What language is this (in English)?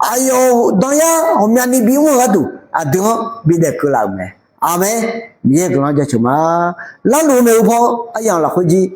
Akha